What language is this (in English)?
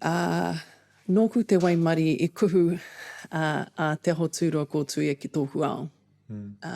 Māori